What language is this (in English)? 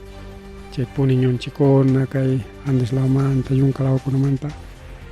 Ayacucho Quechua